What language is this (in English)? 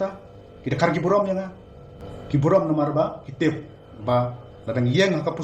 Khasi